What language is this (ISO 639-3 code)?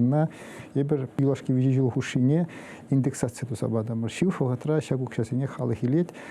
chv